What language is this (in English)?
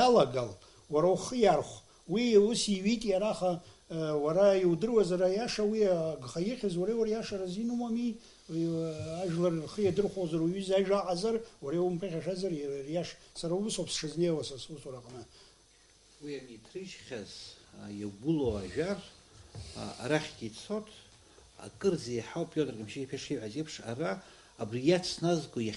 Abkhazian